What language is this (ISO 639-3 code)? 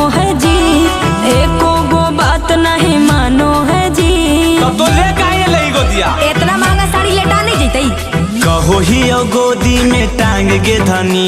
mag